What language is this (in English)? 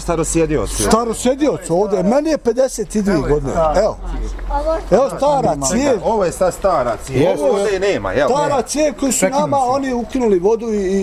Bosnian